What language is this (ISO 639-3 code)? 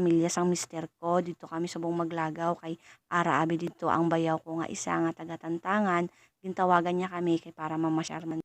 hil